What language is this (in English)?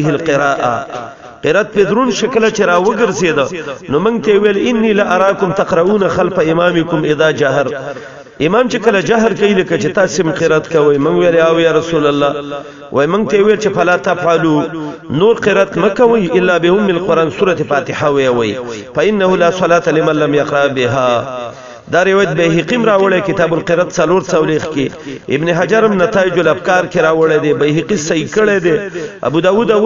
Pashto